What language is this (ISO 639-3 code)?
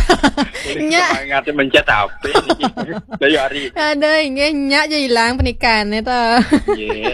ban